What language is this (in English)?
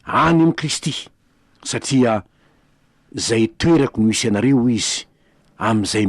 Malagasy